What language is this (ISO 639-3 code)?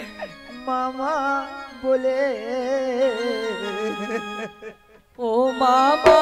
ben